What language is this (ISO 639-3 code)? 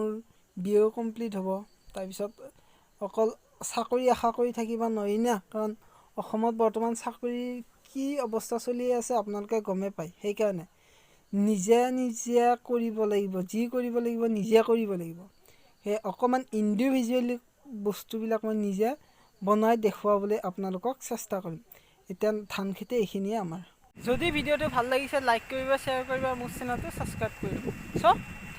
asm